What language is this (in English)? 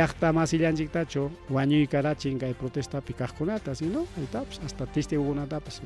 Ayacucho Quechua